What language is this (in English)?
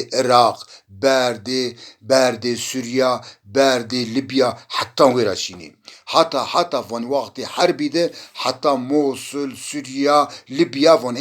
Zaza